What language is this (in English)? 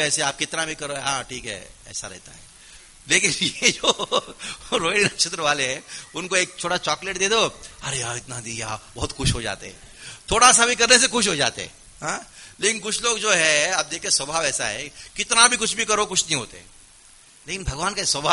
Hindi